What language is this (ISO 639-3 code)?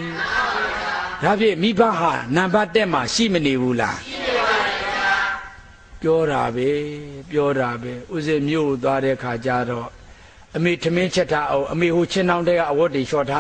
mya